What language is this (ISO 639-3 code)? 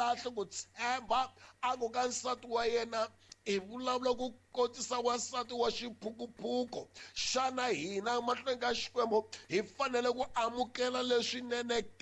tso